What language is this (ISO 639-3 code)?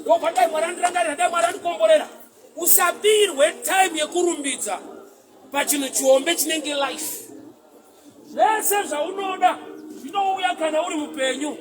sna